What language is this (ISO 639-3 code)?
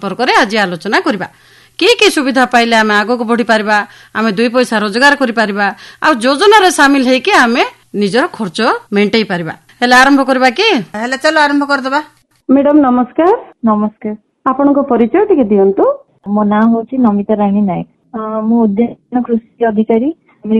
ori